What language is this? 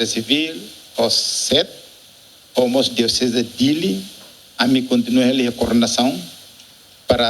Tetum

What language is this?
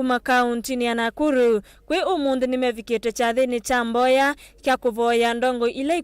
Kamba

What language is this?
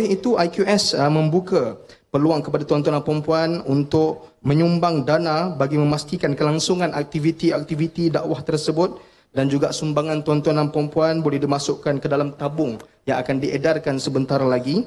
Malay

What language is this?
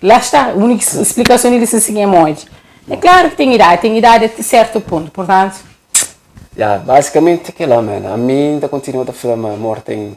Kabuverdianu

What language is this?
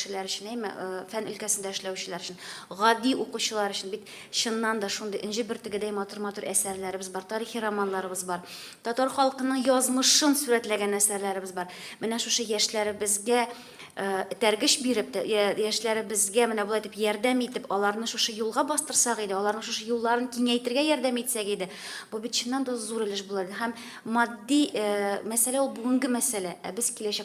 Tatar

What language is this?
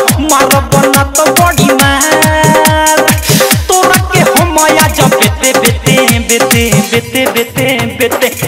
Bhojpuri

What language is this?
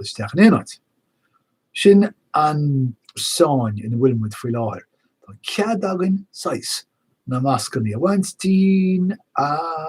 Irish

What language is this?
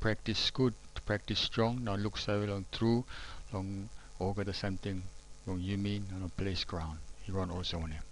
Tok Pisin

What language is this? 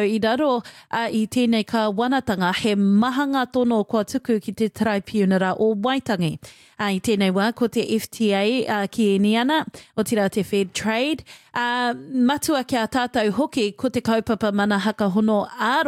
Māori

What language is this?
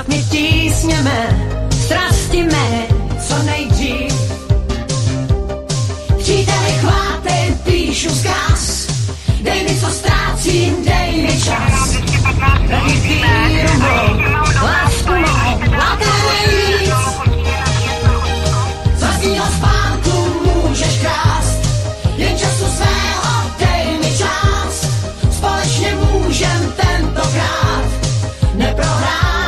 Czech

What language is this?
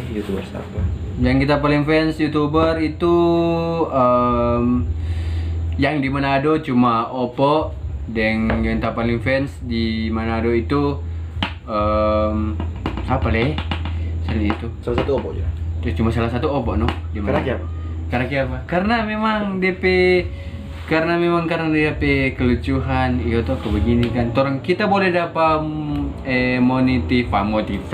Manado Malay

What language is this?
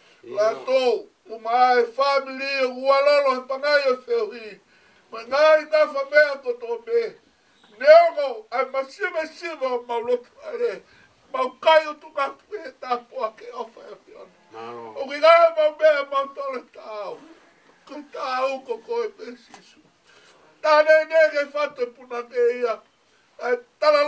Tongan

